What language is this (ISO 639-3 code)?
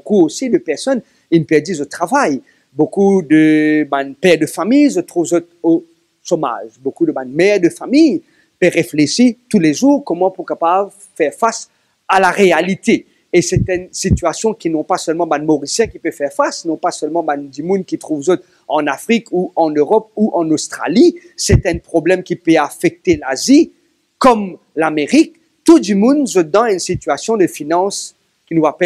mfe